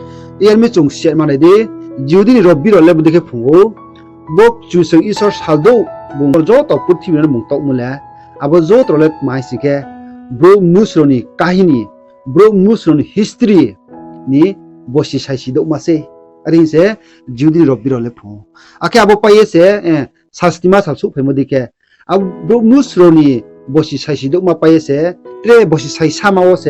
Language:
Riang (India)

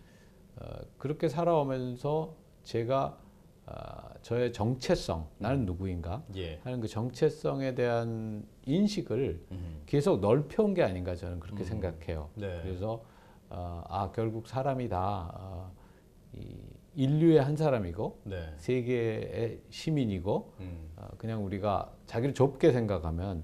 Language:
Korean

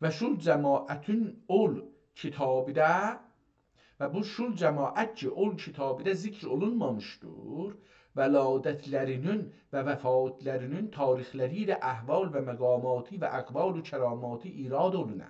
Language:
South Azerbaijani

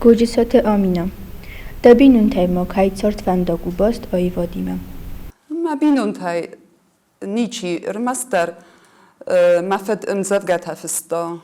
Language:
Ossetic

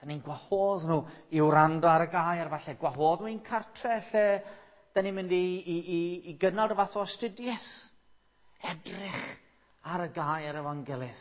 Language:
Welsh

